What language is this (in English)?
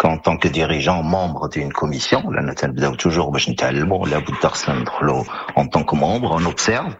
Moroccan Arabic